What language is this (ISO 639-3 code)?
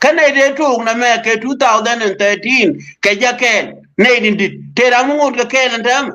nus